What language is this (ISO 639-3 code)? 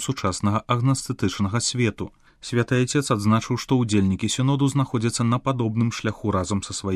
bel